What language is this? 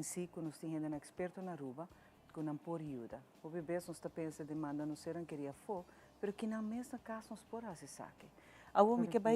Papiamento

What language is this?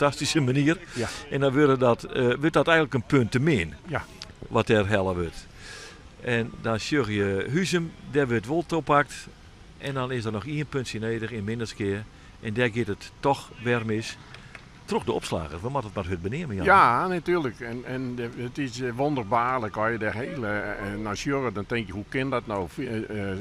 Western Frisian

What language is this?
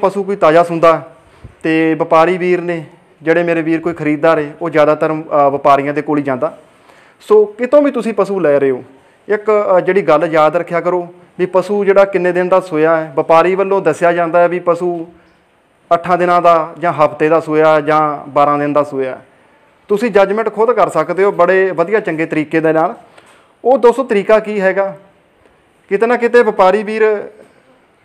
Punjabi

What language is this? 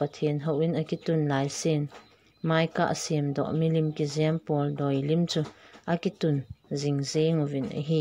Thado Chin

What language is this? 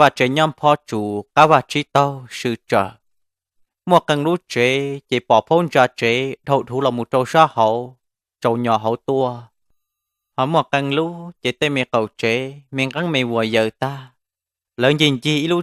Hmong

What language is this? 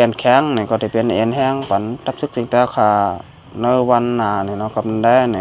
Shan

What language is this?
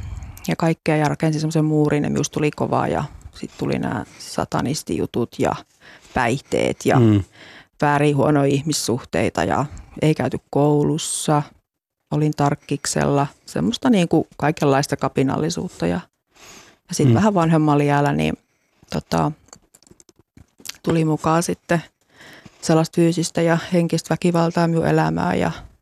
Finnish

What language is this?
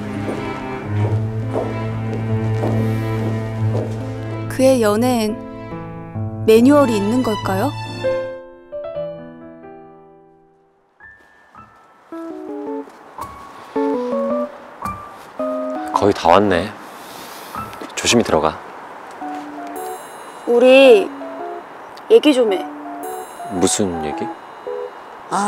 Korean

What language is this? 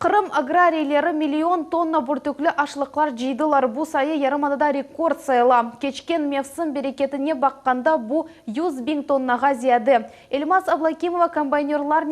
Crimean Tatar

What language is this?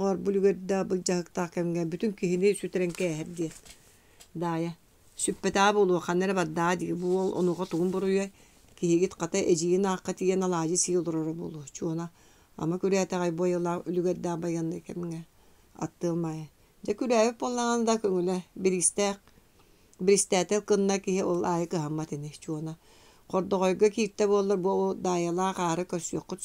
Yakut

